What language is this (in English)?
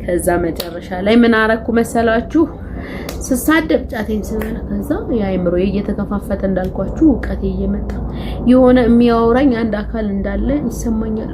Amharic